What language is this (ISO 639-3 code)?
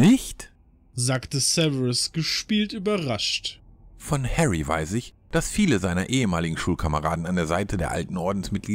deu